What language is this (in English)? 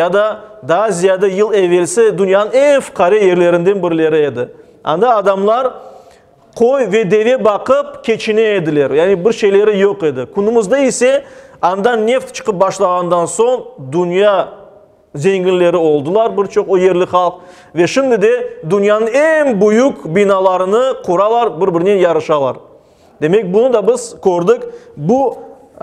Crimean Tatar